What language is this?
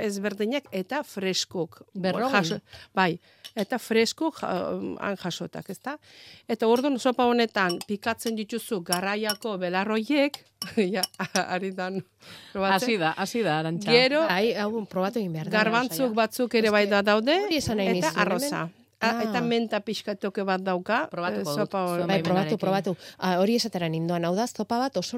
Basque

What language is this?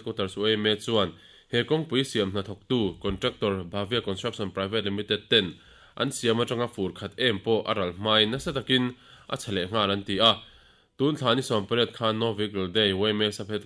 Mizo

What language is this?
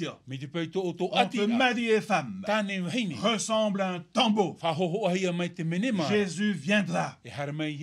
Tahitian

